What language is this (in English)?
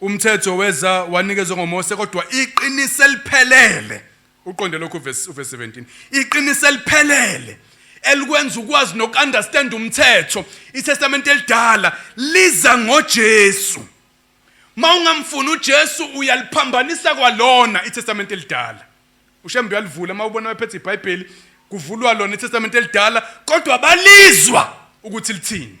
Zulu